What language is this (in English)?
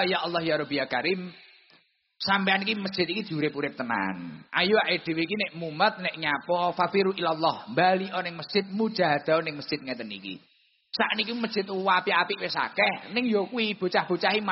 Javanese